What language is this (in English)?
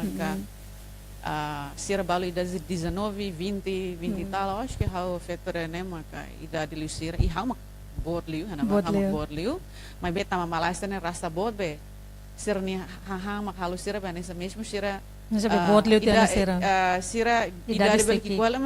Tetum